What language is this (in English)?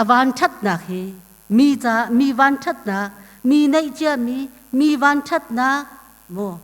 Hakha Chin